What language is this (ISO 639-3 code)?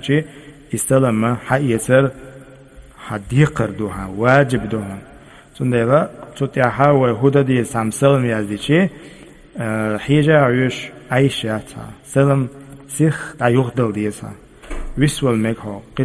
che